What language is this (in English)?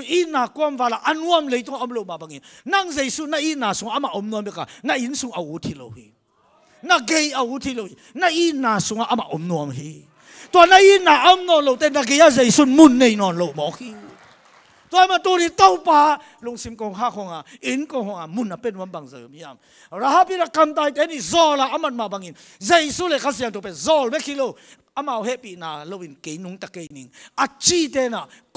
Tedim Chin